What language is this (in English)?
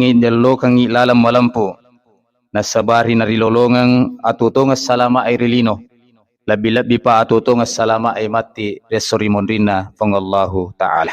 Buginese